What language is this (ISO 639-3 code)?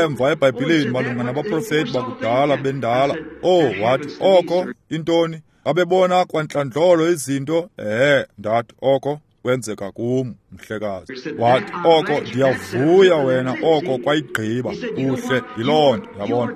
xho